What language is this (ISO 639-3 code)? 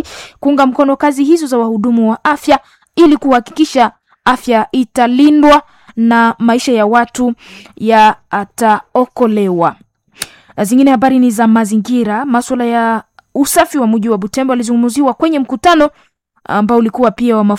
swa